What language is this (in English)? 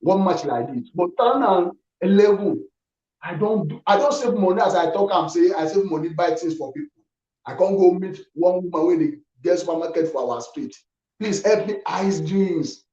Nigerian Pidgin